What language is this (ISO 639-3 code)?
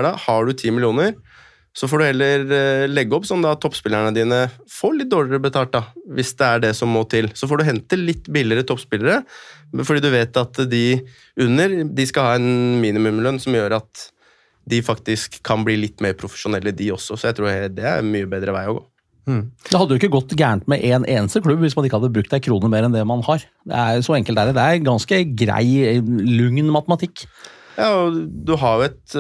nor